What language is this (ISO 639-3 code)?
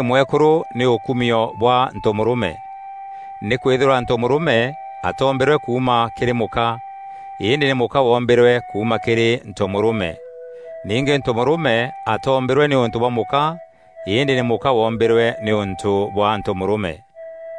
mer